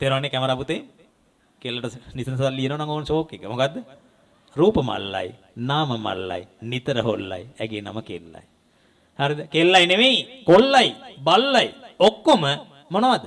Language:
Sinhala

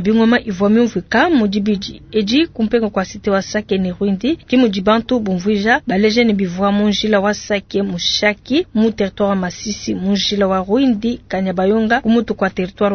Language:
Luba-Lulua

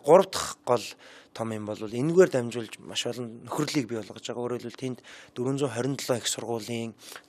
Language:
Mongolian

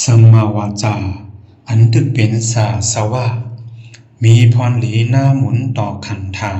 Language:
Shan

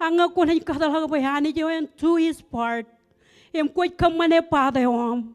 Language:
Marshallese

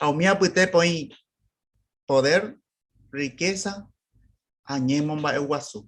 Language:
Guarani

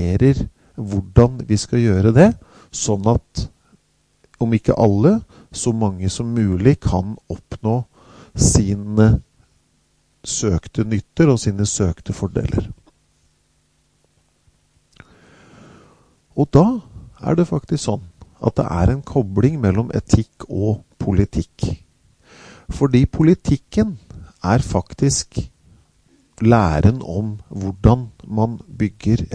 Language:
Norwegian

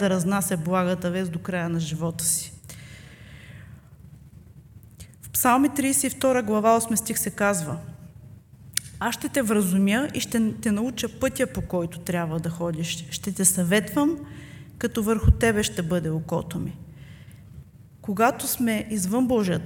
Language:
Bulgarian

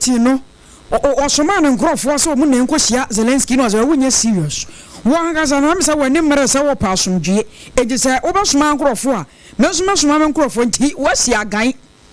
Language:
Akan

